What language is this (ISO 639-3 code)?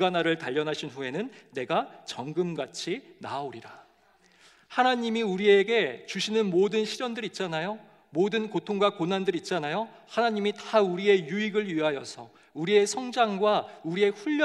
kor